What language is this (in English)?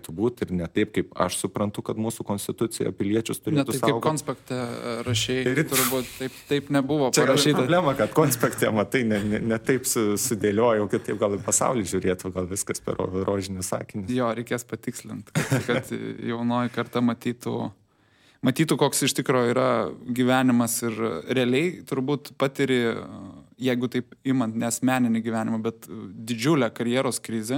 Lithuanian